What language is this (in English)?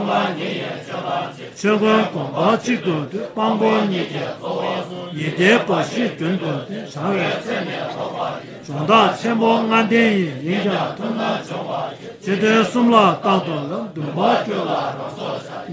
Tibetan